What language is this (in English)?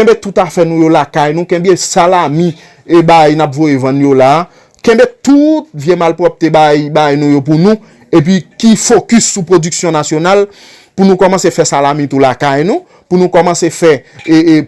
Haitian Creole